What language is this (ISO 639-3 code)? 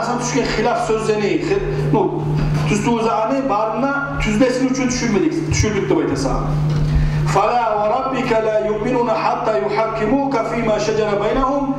kum